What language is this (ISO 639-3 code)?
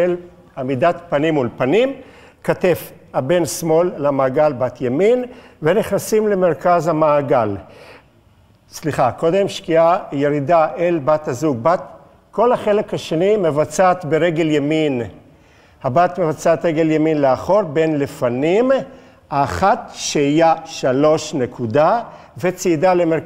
heb